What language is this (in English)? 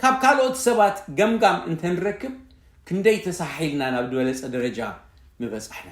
Tigrinya